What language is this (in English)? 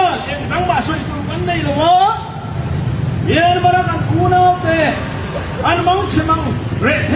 Hakha Chin